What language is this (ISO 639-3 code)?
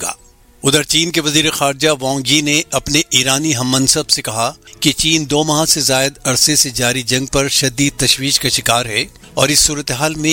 urd